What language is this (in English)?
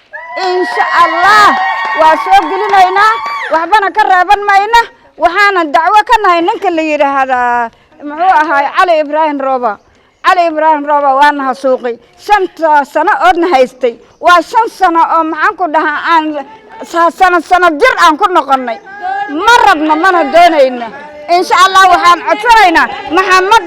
Somali